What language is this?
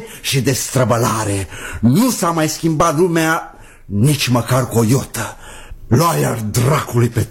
Romanian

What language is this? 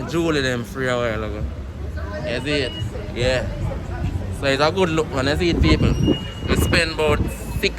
Jamaican Creole English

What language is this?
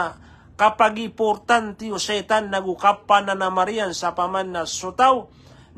Maranao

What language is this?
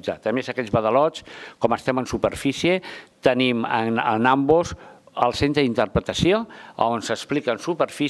Catalan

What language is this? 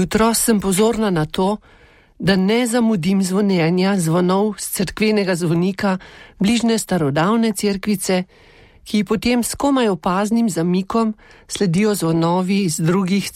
Slovenian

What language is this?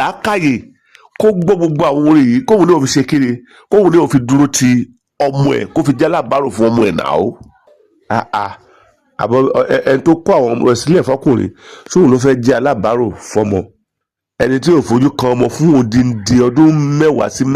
Yoruba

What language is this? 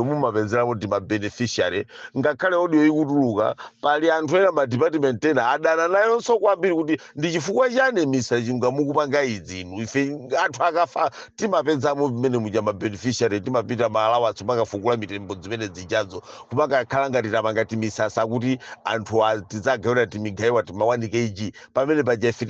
Nyanja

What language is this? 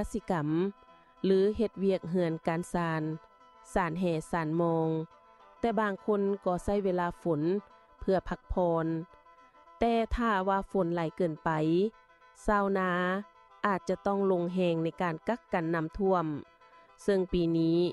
Lao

